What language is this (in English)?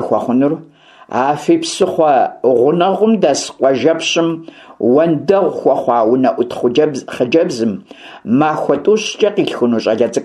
Kabardian